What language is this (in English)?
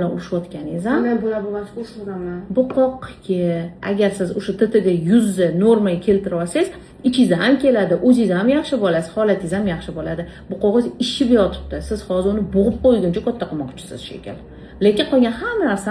Uzbek